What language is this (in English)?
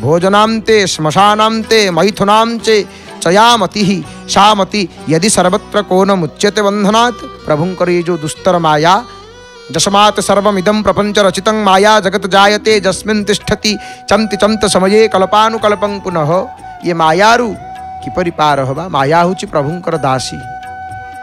Odia